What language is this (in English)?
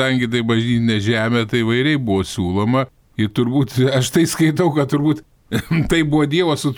Lithuanian